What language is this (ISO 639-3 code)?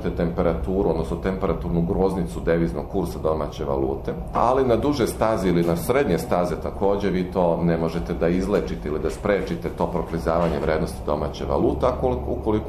srp